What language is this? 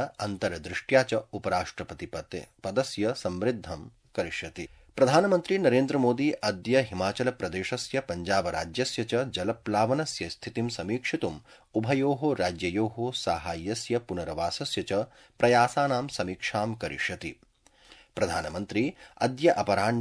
Sanskrit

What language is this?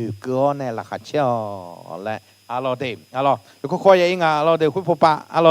Akha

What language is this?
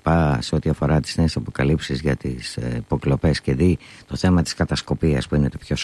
Greek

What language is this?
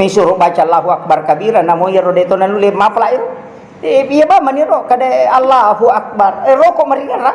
Buginese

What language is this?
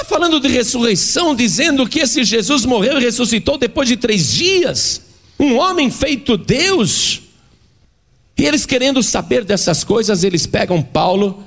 Portuguese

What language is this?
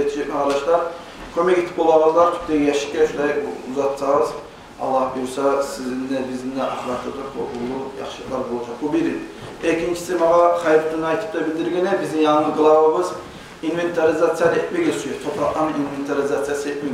Kumyk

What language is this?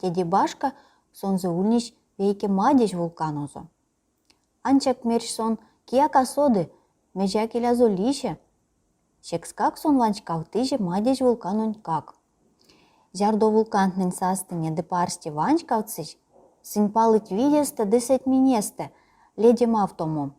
Erzya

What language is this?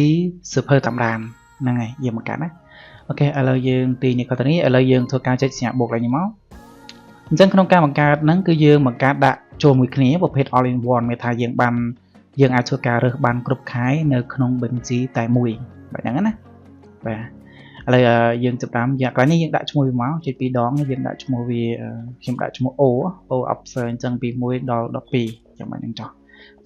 Khmer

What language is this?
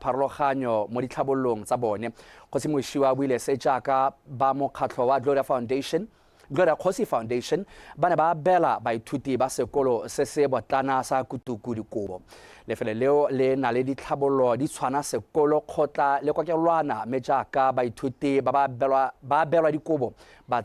Tswana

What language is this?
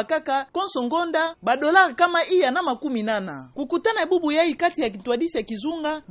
Kituba (Democratic Republic of Congo)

